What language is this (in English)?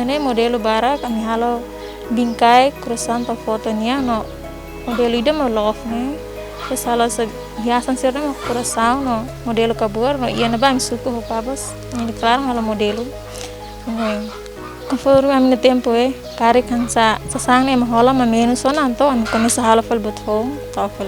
Tetum